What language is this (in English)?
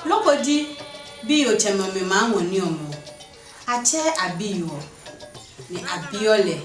Adangme